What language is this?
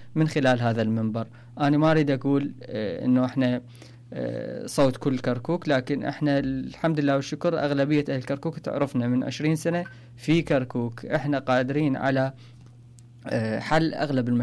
Mesopotamian Arabic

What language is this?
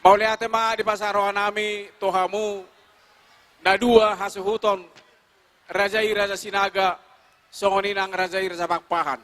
Batak Toba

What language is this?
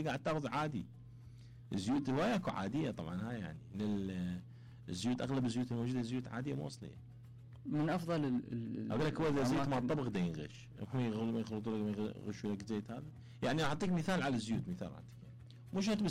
Mesopotamian Arabic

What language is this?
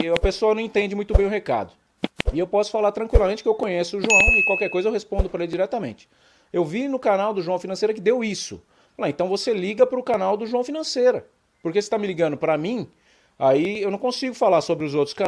Portuguese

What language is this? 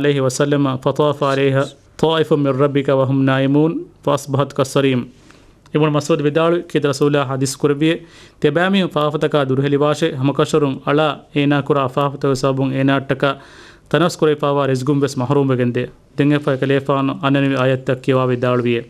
Divehi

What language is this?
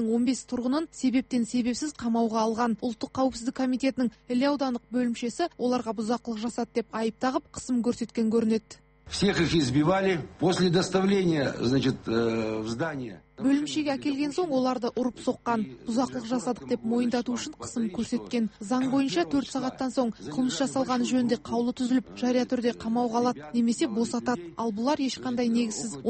Kazakh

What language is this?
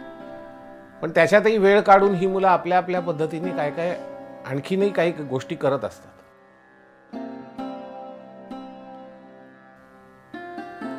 Marathi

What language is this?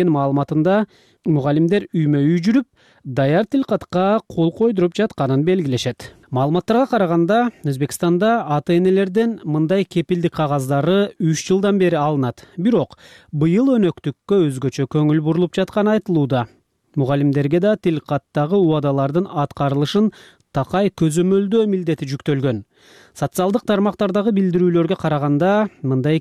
Kyrgyz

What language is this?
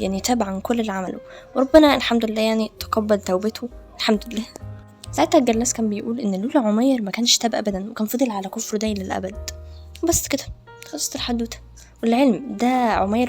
Egyptian Arabic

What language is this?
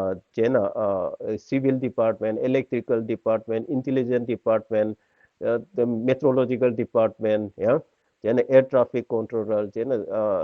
Tangkhul Naga (India)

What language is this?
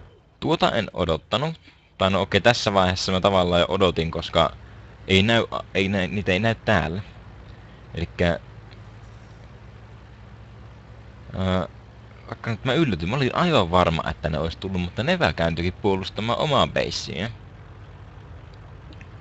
Finnish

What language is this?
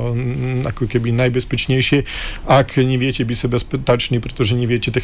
Slovak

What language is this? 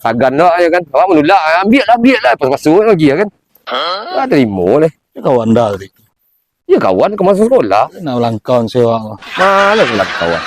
Minangkabau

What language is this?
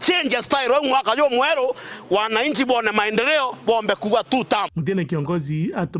Meru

